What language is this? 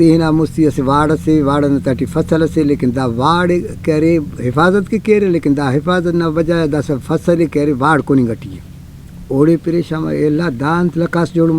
Brahui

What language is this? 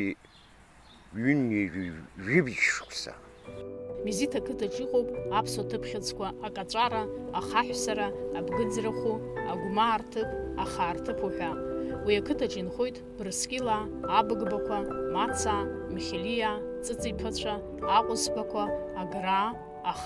Abkhazian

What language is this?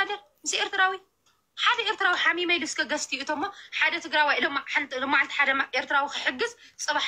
Tigrinya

